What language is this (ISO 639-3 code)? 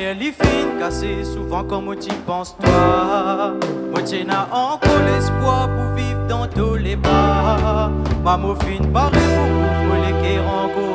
rcf